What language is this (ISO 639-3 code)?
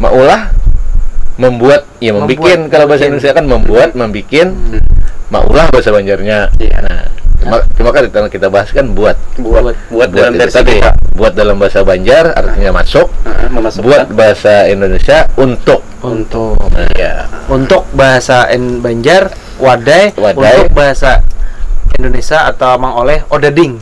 bjn